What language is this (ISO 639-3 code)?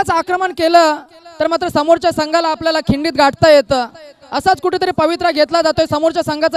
mar